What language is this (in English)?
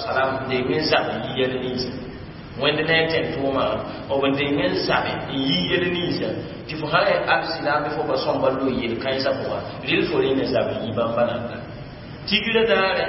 Mossi